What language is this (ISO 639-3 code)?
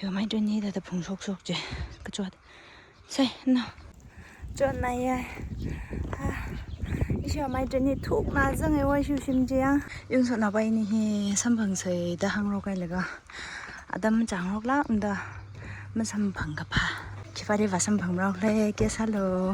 nmf